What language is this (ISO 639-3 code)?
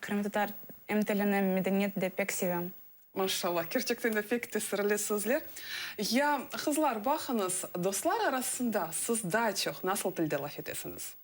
crh